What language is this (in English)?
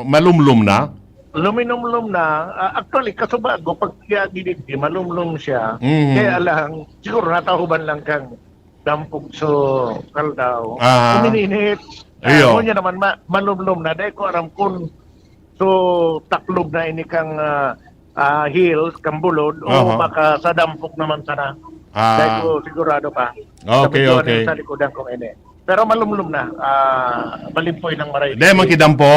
Bikol